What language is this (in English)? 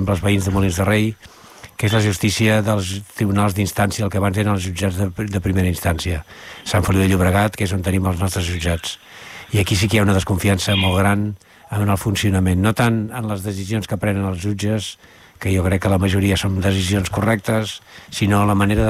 Catalan